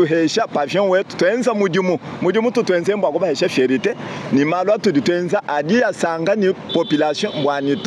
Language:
Luba-Lulua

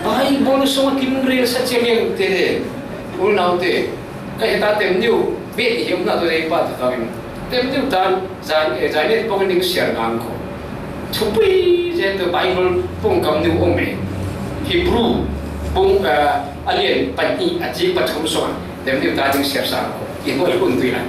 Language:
Falam Chin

